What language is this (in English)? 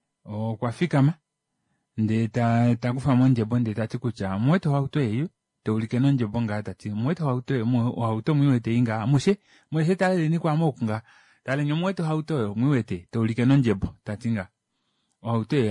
Kuanyama